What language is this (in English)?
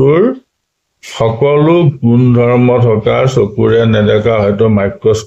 Assamese